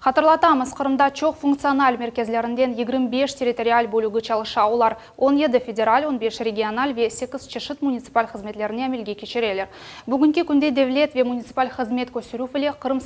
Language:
Crimean Tatar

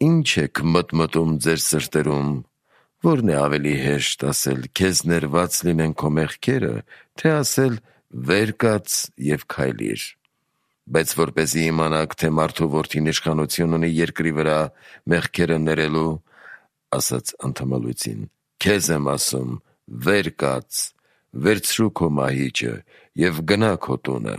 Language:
Armenian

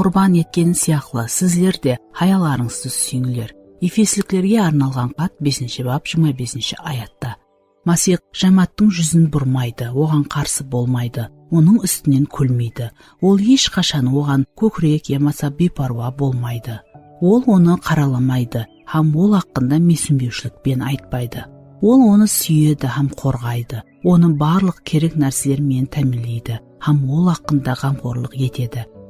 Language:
Kara-Kalpak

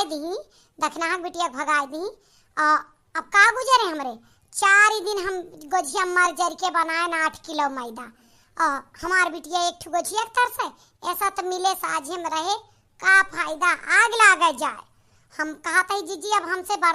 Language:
Awadhi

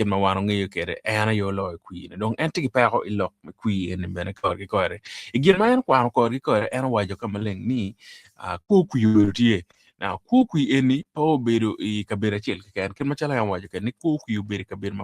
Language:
Acoli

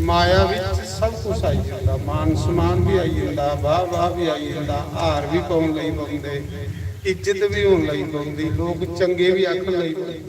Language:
Dogri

